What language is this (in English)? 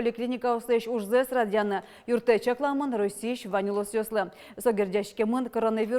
Udmurt